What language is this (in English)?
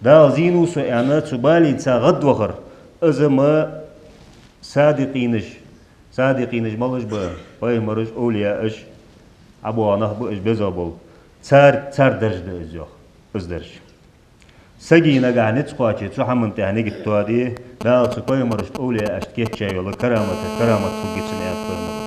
Ingush